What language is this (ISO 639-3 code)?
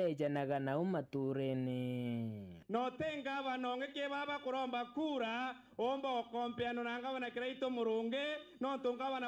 mer